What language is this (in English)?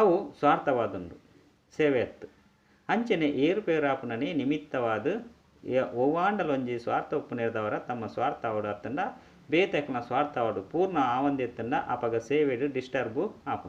Tulu